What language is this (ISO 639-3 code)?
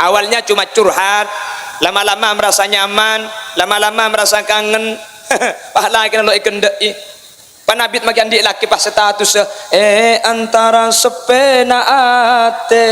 mad